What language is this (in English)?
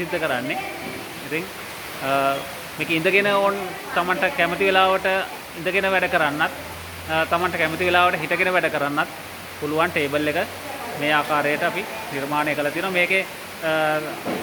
Sinhala